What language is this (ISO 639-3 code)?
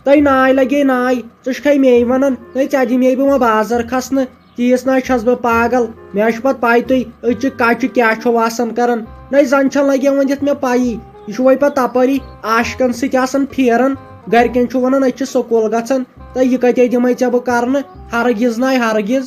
kas